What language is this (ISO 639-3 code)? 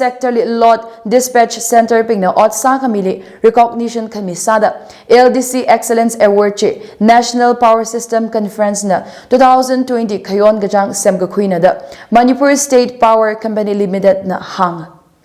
nmf